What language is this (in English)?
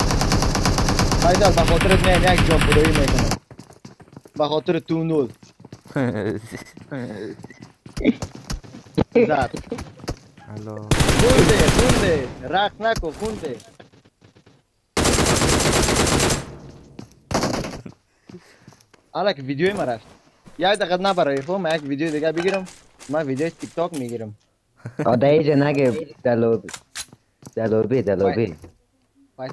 Persian